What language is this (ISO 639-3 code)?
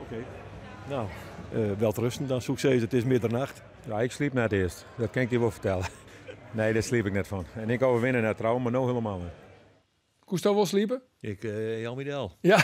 fry